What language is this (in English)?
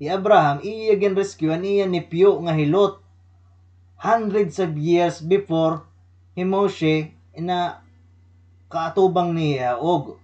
Waray